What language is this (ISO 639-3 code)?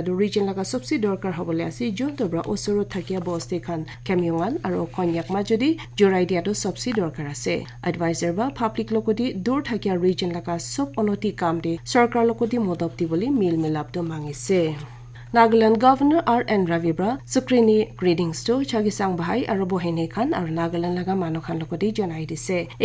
nag